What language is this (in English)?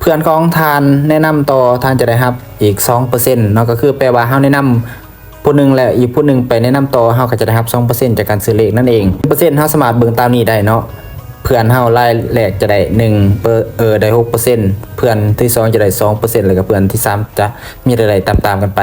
Lao